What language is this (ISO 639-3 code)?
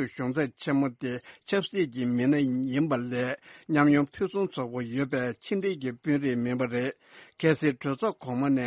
bod